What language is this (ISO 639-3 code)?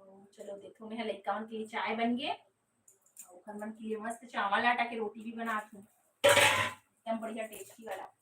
hne